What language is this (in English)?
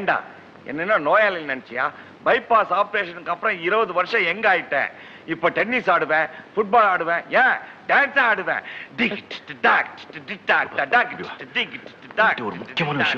Tamil